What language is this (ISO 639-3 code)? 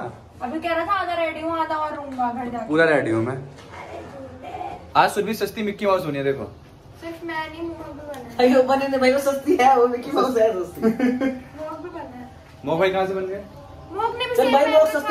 hin